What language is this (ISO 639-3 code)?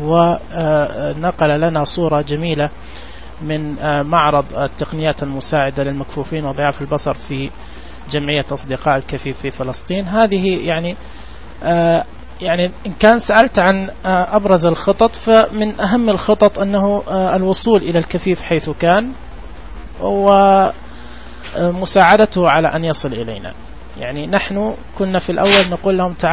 ars